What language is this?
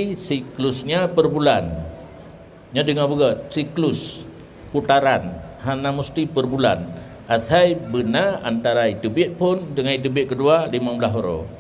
Achinese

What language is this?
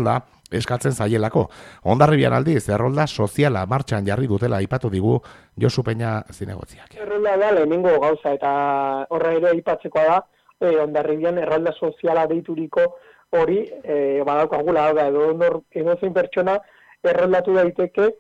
Basque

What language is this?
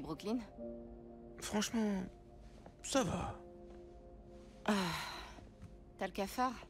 French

